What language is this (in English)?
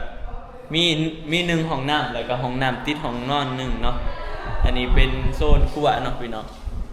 Northeastern Thai